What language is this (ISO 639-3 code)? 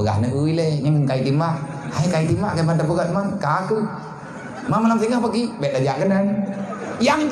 ace